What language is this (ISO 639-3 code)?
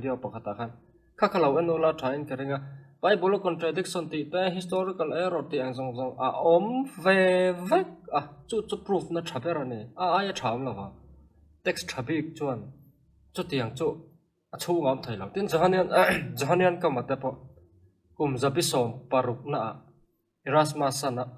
lus